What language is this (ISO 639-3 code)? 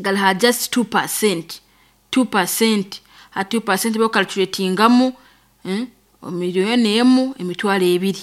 nyo